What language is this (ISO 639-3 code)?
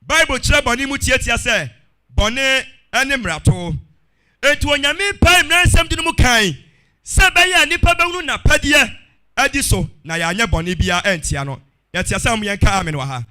aka